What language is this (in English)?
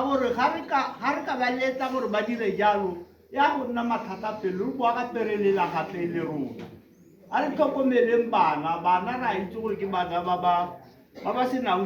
Tswana